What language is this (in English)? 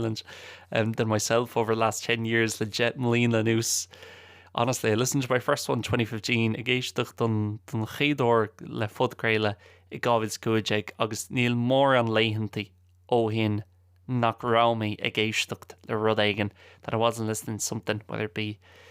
Irish